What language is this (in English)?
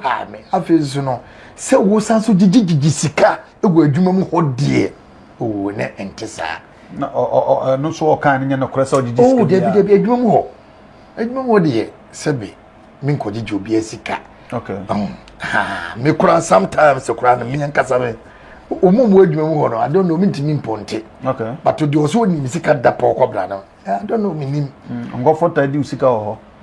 Akan